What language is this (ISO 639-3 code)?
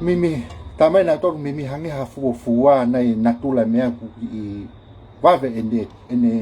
ton